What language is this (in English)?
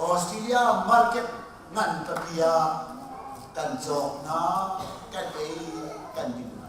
Hakha Chin